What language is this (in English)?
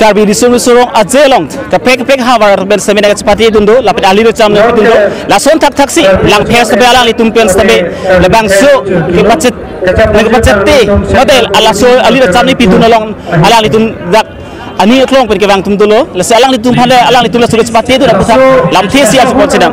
Karbi